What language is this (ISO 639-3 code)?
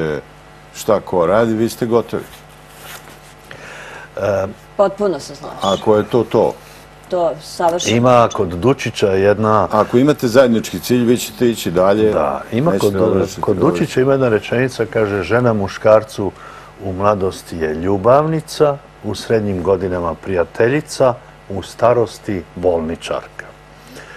srp